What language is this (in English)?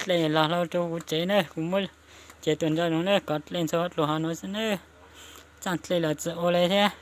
Hmong